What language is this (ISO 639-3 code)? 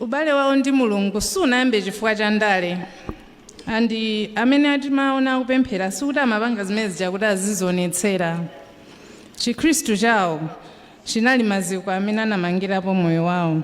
nya